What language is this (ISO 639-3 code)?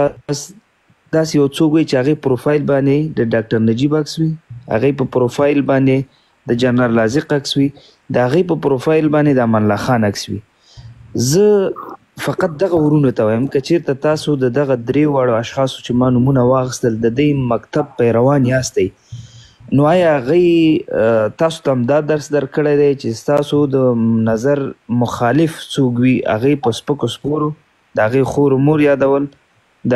pus